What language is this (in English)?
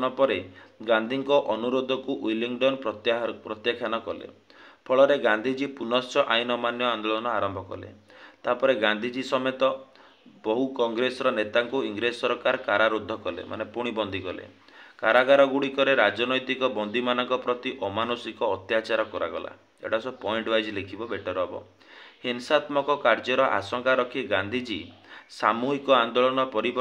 Odia